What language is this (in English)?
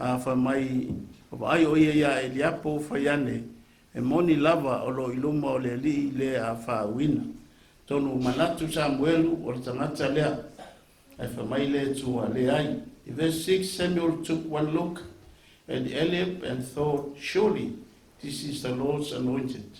Samoan